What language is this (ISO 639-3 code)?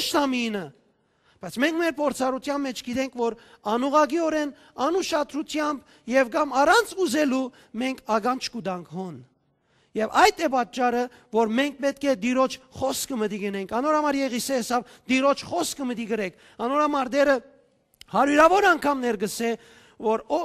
hyw